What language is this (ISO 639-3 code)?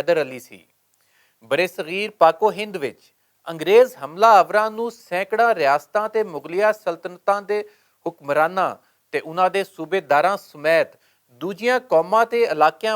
lah